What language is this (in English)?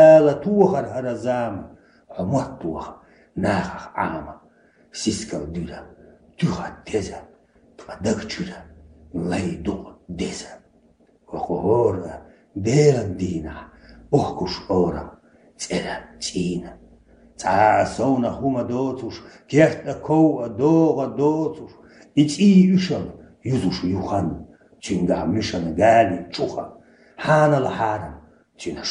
Chechen